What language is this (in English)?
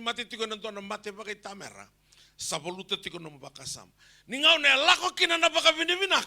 Fijian